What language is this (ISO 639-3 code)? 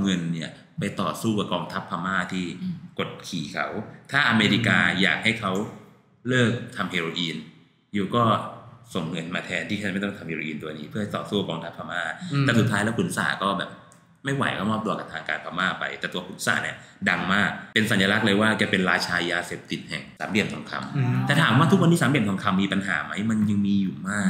tha